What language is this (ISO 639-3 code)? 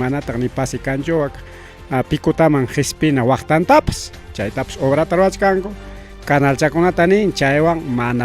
quy